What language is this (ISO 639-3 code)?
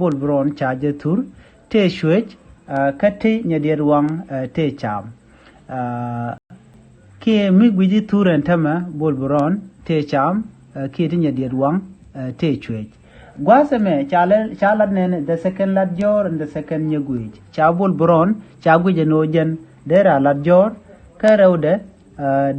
nus